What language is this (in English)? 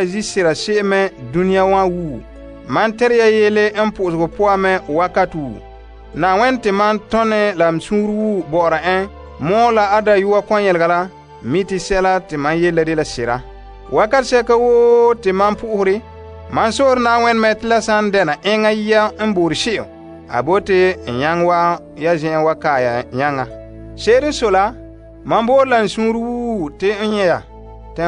Frafra